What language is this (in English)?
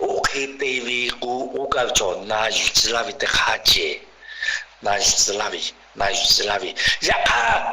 Lahu